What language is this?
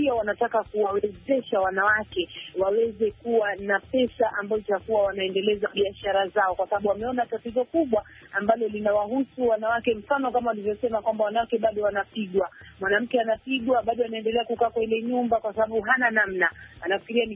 Swahili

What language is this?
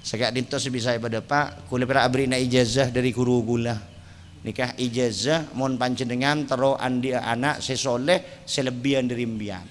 Madurese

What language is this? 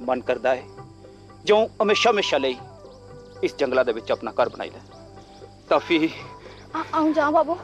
Dogri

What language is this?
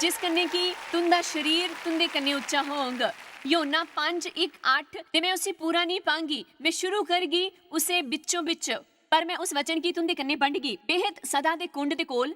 Dogri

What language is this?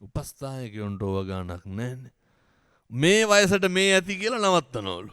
Sinhala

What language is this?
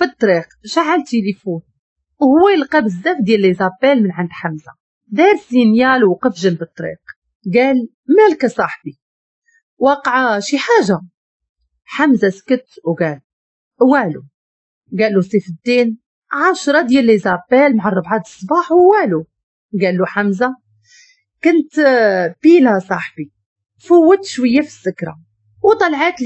Moroccan Arabic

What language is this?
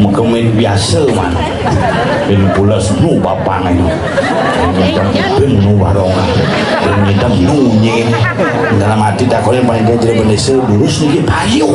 Balinese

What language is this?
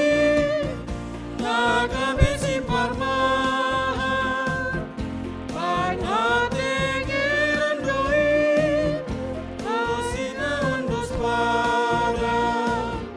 Batak Simalungun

